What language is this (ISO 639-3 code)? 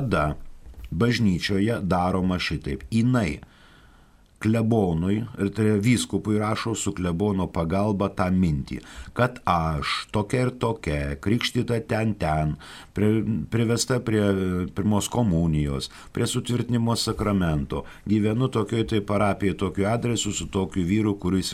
lit